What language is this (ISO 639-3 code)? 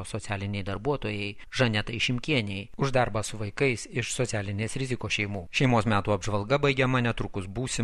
lit